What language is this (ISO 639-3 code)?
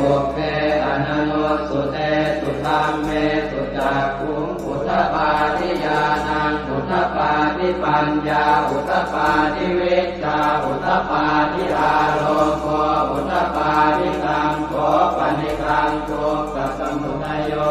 pli